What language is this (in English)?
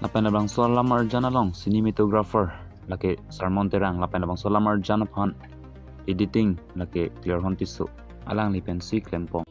Karbi